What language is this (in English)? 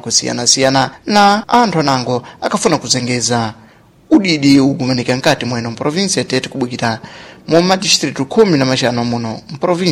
Sena